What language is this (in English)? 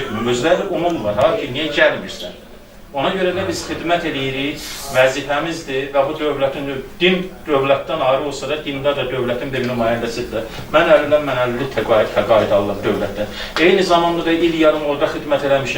Azerbaijani